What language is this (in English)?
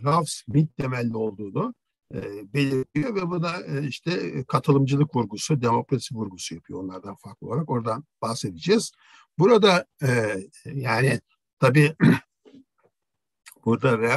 Turkish